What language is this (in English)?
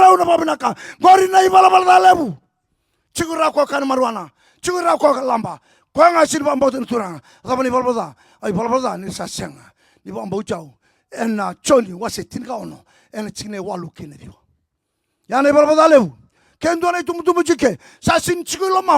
Fijian